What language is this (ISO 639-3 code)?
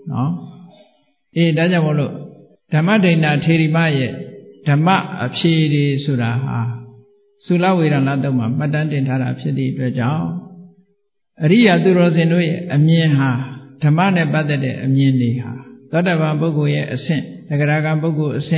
mya